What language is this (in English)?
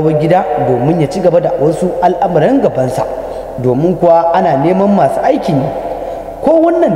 Hausa